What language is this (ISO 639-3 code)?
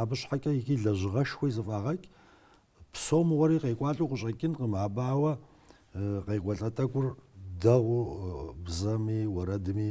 kbd